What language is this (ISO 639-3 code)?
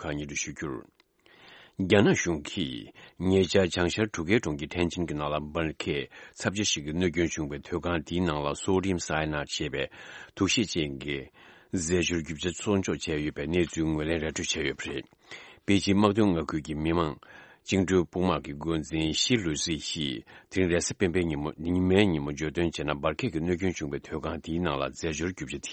bod